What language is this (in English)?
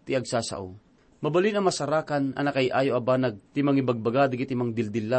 Iloko